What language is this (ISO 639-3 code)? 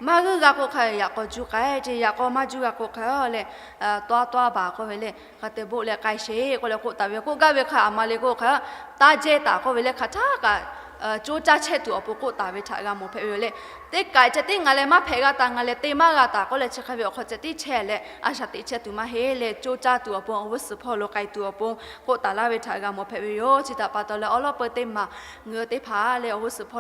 lhu